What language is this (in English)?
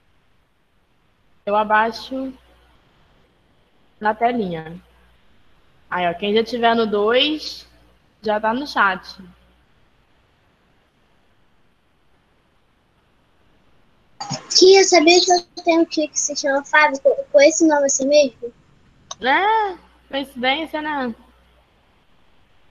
Portuguese